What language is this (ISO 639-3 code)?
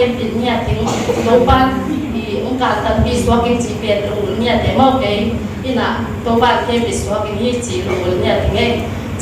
ctd